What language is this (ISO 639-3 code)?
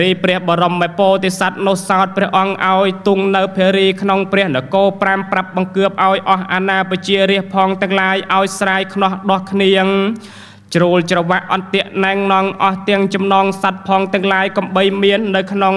khm